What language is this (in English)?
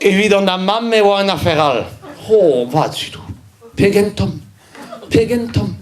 Breton